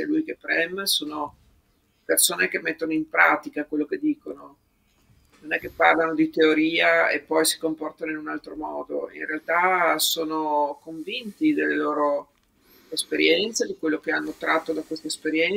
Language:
Italian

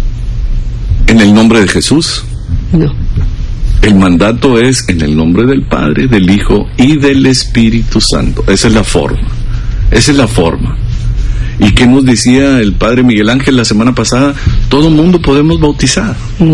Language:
Spanish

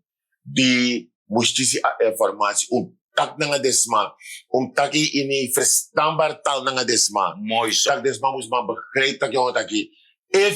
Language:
Sranan Tongo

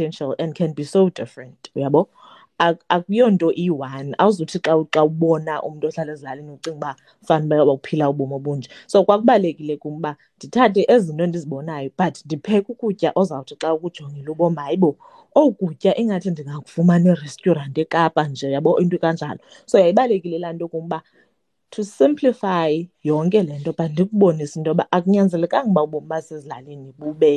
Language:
Xhosa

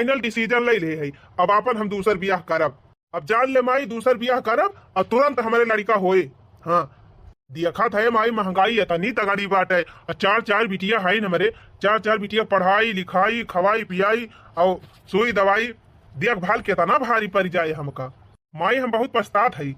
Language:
Awadhi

